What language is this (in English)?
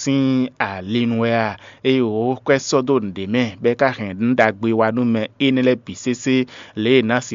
Fon